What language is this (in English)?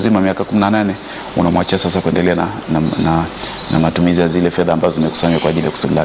Swahili